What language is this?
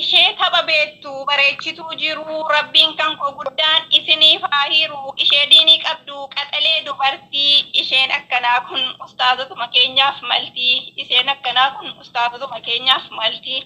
Oromo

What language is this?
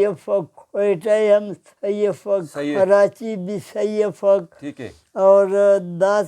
Brahui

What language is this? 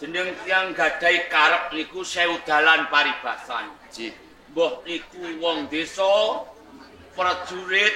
Javanese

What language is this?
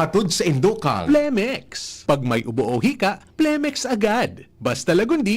Bikol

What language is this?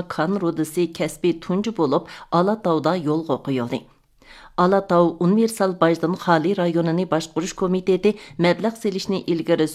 Uyghur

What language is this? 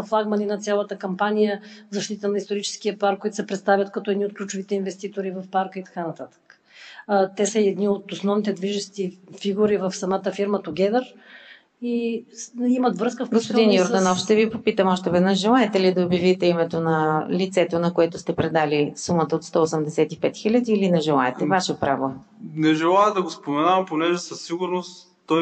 Bulgarian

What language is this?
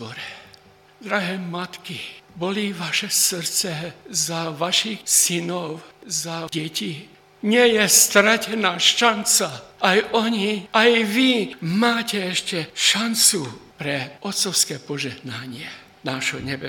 Slovak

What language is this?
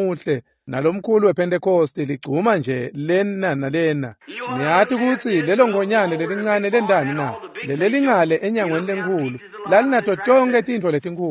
Swati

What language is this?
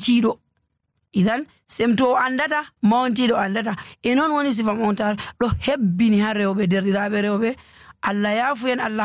Nigerian Fulfulde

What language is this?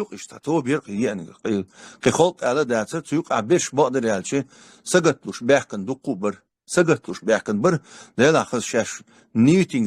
Chechen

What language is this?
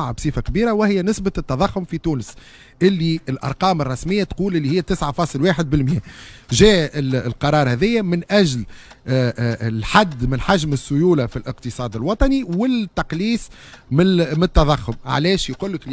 Tunisian Arabic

